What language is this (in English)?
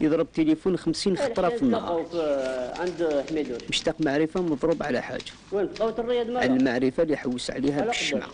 Algerian Arabic